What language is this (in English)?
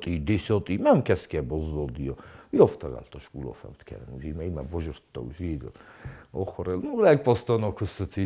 Ossetic